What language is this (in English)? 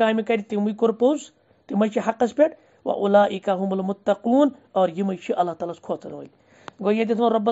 Kashmiri